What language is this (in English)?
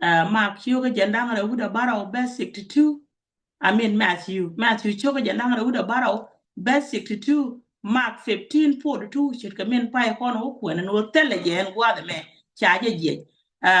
Nuer